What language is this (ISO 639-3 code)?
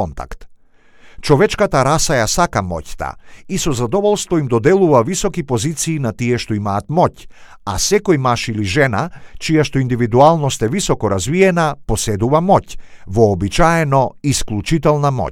mkd